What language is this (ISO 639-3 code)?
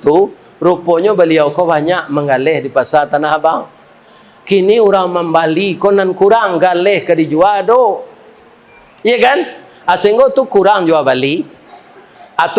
min